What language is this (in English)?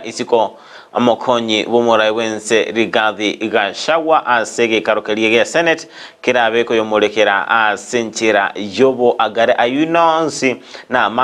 Gusii